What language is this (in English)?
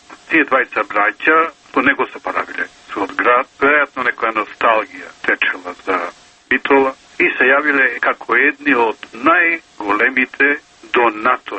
Macedonian